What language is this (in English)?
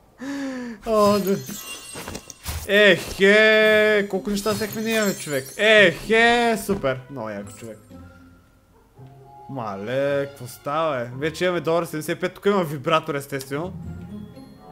Bulgarian